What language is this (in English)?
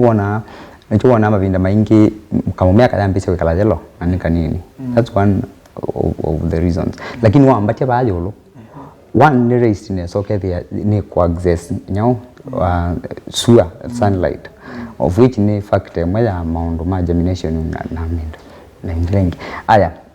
Kamba